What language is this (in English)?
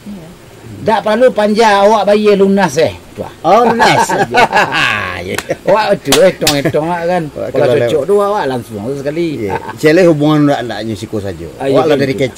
Minangkabau